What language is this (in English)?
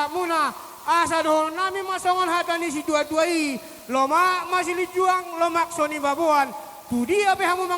Batak Toba